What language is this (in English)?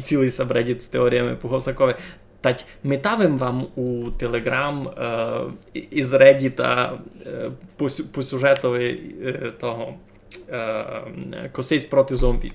Rusyn